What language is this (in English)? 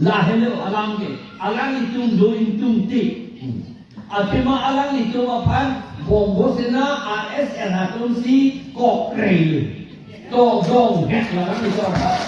Karbi